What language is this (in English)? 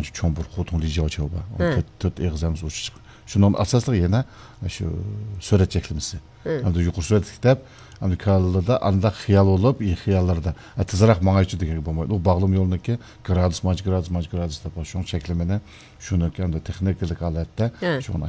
Uyghur